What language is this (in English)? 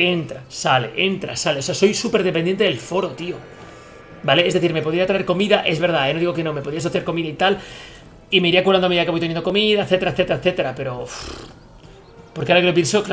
Spanish